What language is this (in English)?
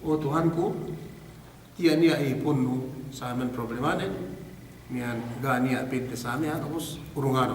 Yakan